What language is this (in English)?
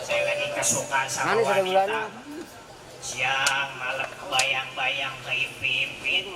Betawi